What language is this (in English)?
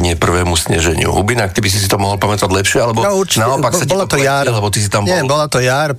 Slovak